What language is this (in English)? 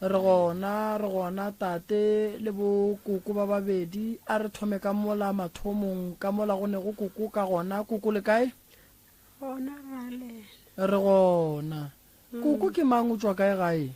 Northern Sotho